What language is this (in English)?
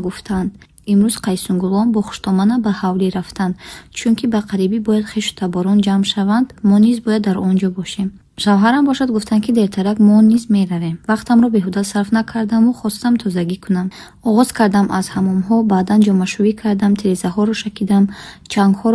Tajik